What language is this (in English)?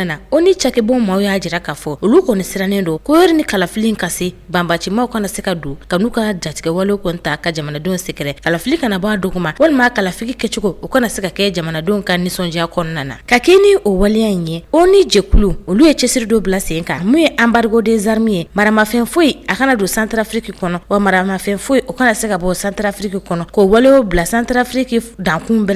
Bambara